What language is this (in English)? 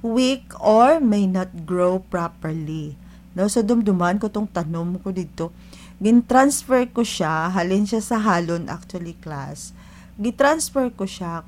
Hiligaynon